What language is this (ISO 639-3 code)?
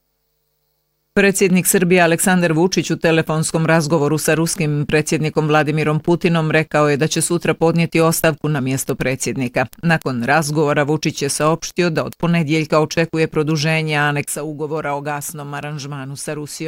bos